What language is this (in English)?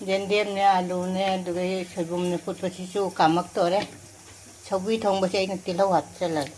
Manipuri